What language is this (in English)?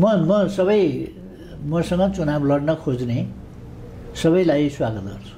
Nepali